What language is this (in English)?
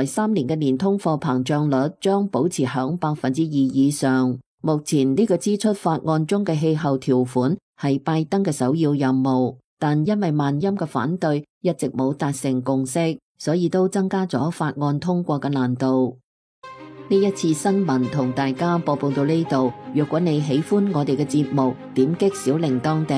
Cantonese